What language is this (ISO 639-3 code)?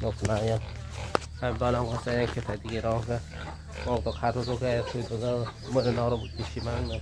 trp